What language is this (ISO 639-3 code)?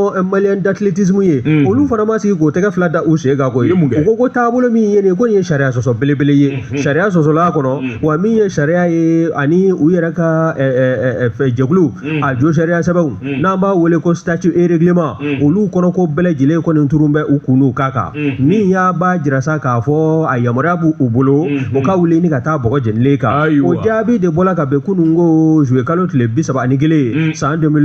bam